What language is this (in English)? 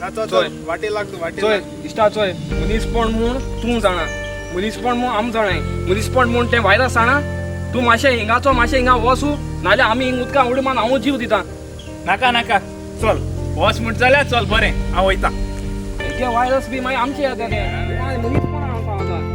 Konkani